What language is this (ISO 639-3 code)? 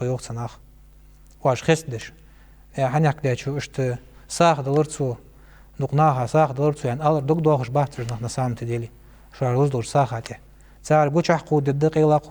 inh